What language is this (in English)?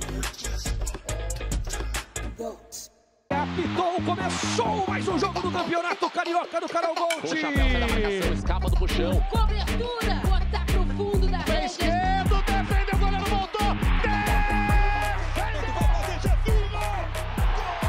Portuguese